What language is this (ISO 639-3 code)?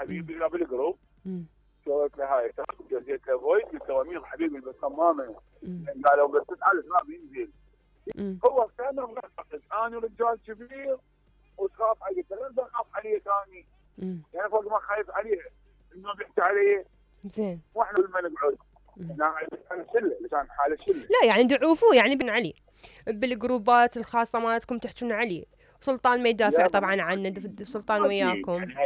acm